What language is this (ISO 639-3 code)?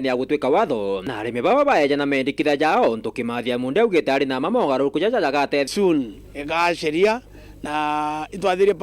mer